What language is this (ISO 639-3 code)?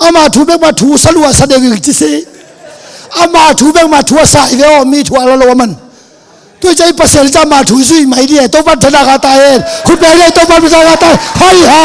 ctd